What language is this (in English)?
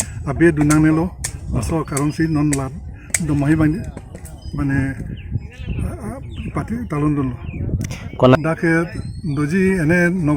Karbi